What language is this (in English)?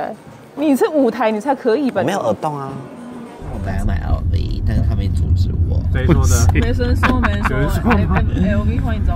Chinese